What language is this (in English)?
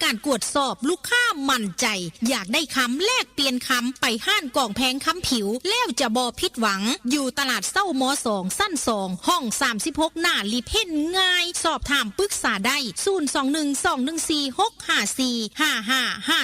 Northeastern Thai